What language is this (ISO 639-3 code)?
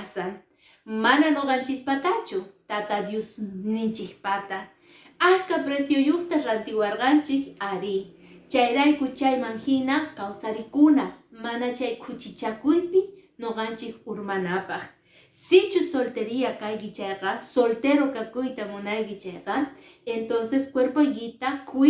que